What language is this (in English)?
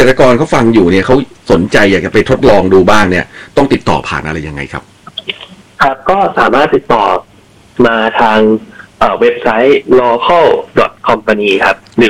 Thai